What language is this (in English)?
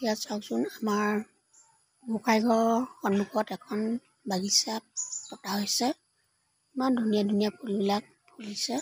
Assamese